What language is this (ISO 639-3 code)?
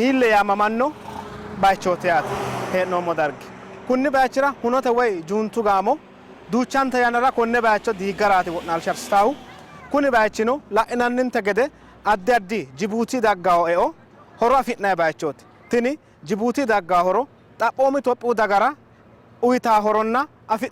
sid